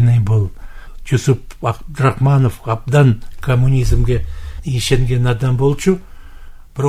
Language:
Kyrgyz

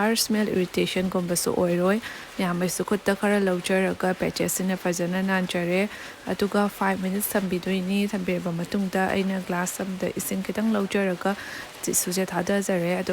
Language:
Manipuri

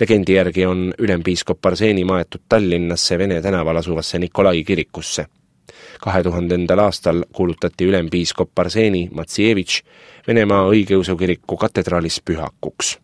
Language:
Estonian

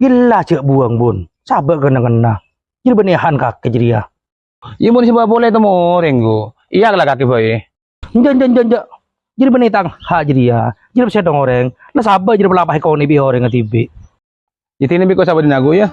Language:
Madurese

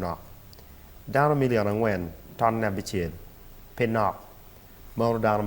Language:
Acoli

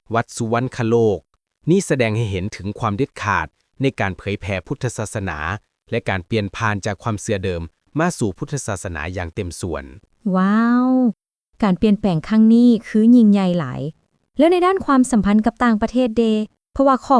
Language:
Lao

